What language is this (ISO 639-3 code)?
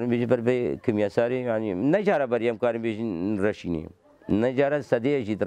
kur